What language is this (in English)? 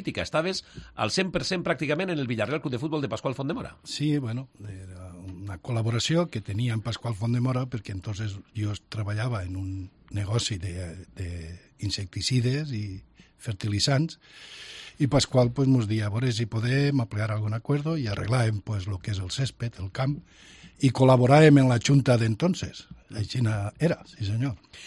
Catalan